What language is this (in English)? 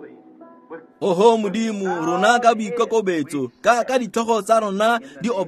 Tswana